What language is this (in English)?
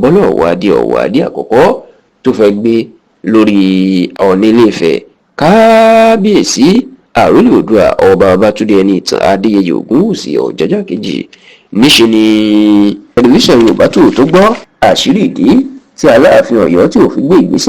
Yoruba